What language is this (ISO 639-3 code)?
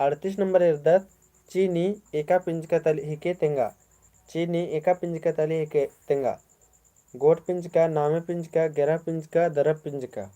kru